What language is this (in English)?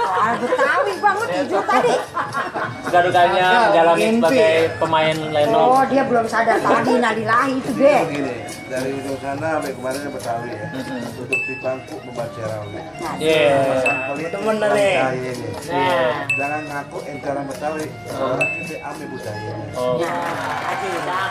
Betawi